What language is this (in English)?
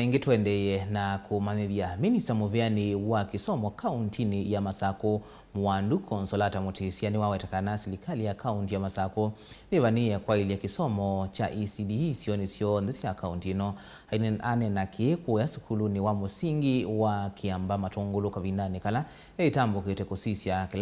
Kamba